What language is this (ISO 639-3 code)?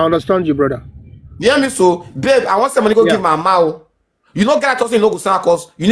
pcm